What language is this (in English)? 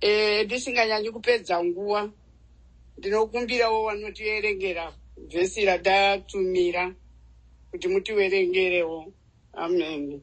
Shona